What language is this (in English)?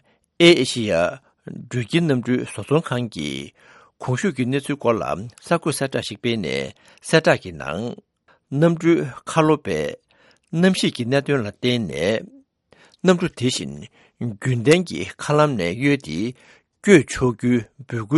Tibetan